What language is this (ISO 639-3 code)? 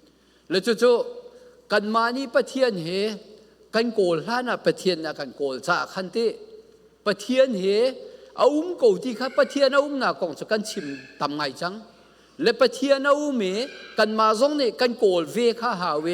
cfm